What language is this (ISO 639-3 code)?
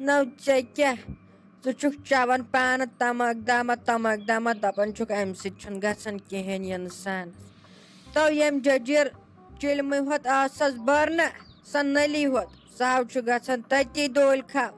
kas